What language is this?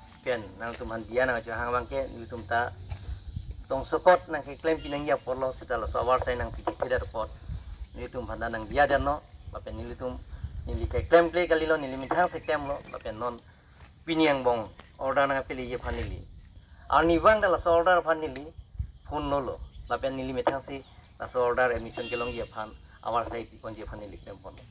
Karbi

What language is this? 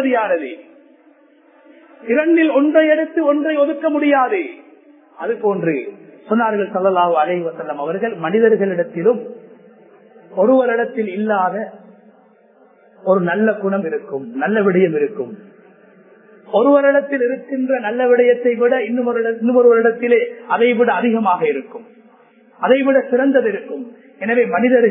Tamil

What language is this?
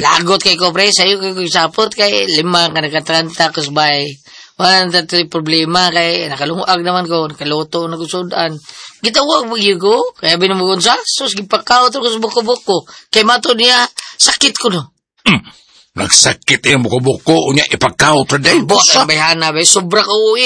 Cebuano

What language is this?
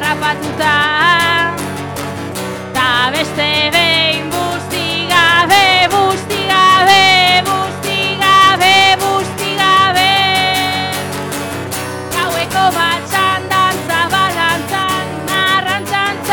Basque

